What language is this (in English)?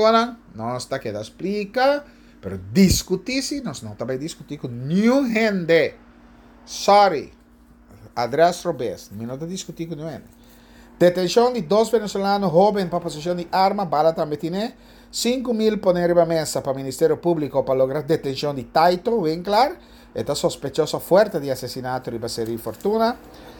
Papiamento